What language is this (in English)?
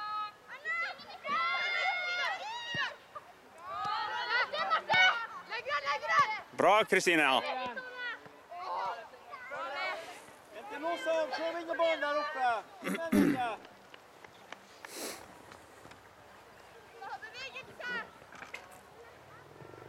Norwegian